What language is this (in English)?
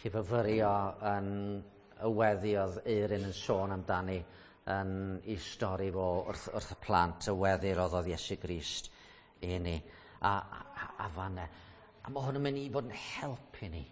Welsh